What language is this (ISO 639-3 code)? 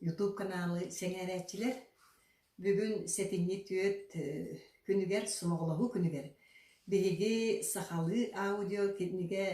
sah